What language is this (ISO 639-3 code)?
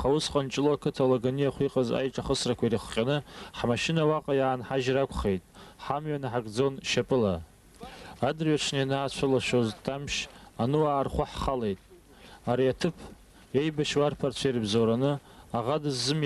abk